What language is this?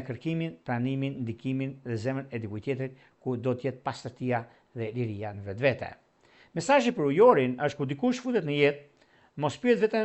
Albanian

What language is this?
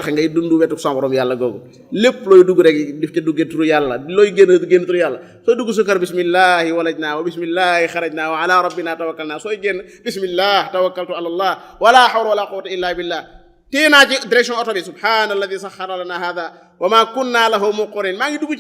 Wolof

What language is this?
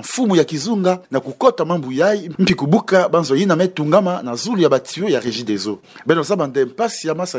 Kituba (Democratic Republic of Congo)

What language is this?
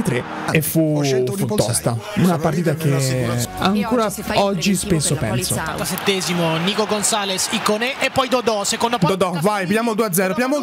Italian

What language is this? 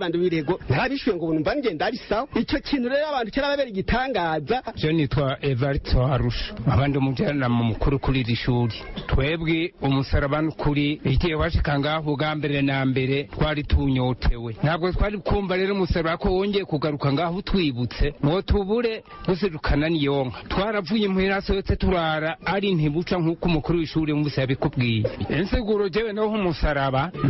Rundi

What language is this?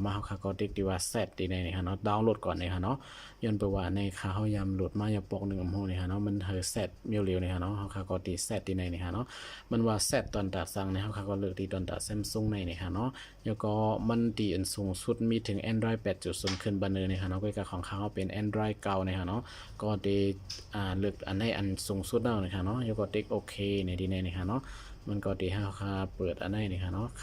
Shan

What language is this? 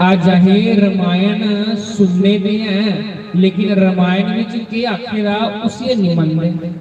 Dogri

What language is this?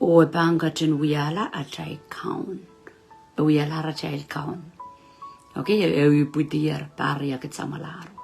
Pohnpeian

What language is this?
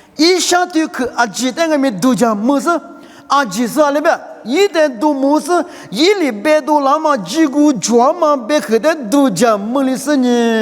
Lisu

